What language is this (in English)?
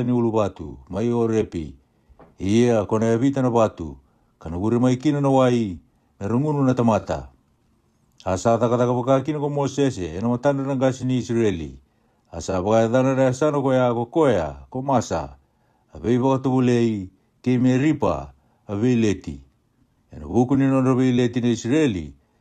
Fijian